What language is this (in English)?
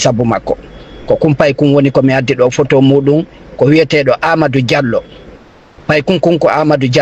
Fula